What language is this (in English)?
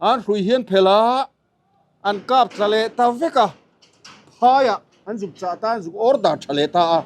Mizo